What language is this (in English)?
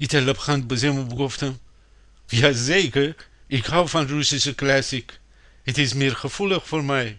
Gilaki